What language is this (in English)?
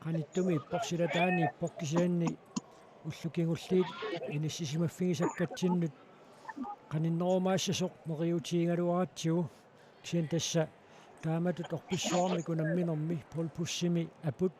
Kalaallisut